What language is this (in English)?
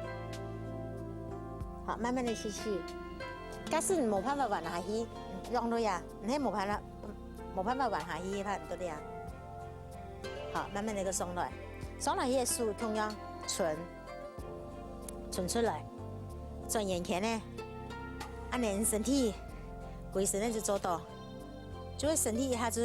Hakka Chinese